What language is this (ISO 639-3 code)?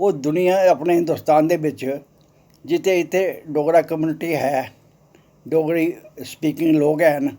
doi